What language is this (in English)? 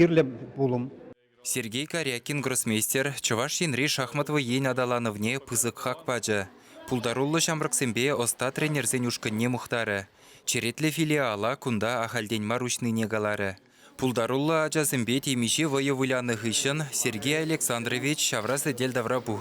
Chuvash